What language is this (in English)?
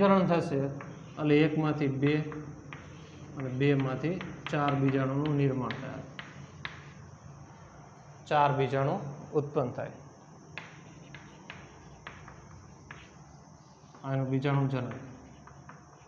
Gujarati